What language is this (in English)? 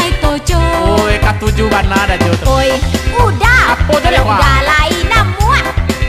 Minangkabau